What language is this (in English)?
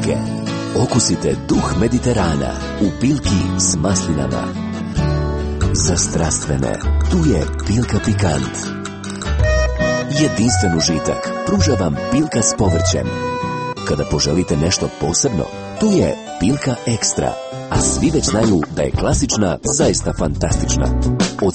Croatian